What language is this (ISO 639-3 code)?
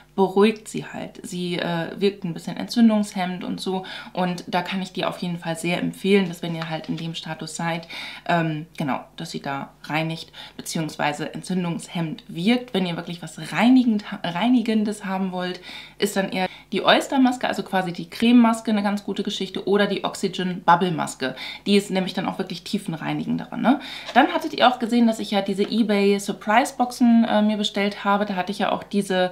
deu